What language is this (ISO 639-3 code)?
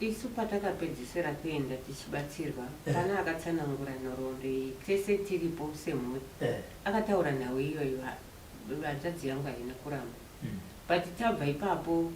sna